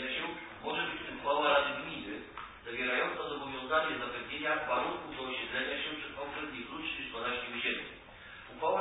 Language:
Polish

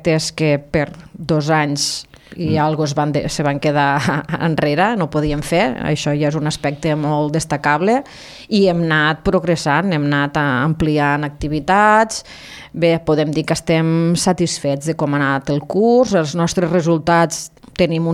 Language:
Catalan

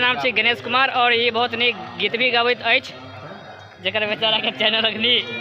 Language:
Maithili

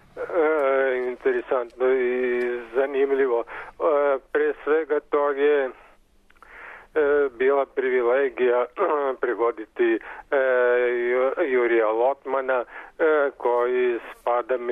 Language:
Serbian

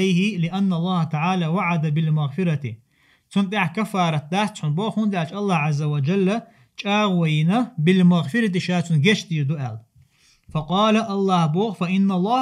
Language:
Chechen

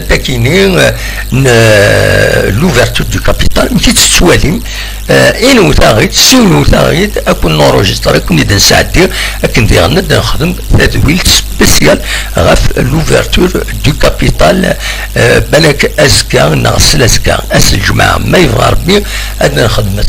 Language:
Kabyle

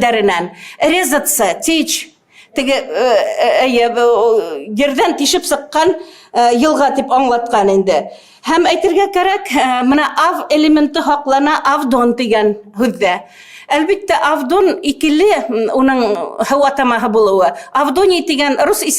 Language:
Bashkir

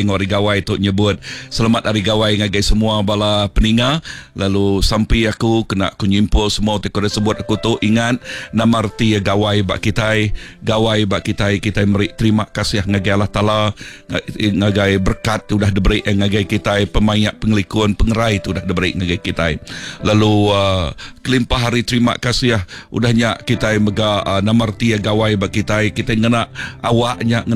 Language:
Iban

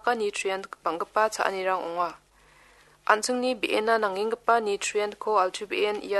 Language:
Garo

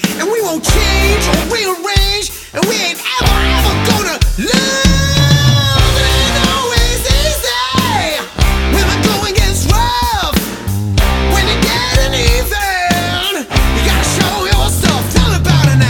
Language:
English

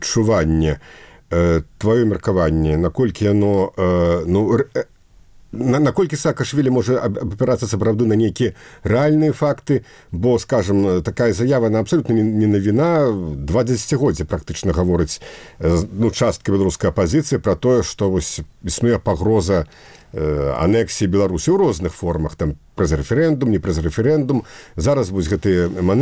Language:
Belarusian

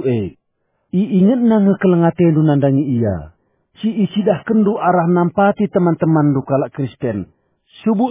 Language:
Batak Karo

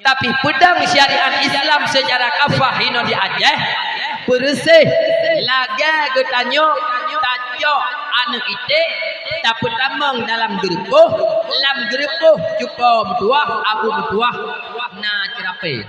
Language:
Achinese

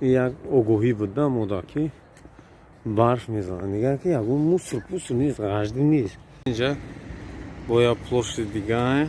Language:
Tajik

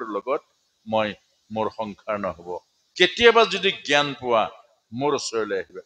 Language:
Assamese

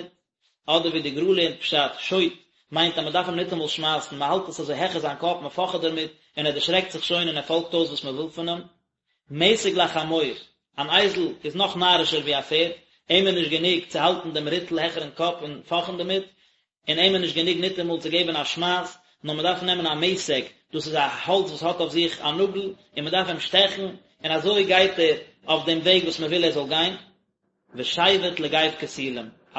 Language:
Yiddish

